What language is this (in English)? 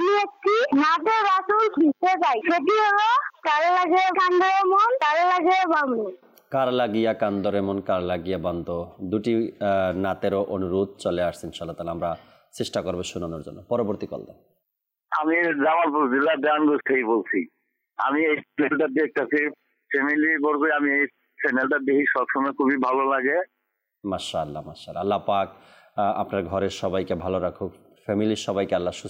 Bangla